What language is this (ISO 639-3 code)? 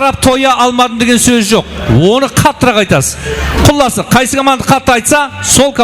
kaa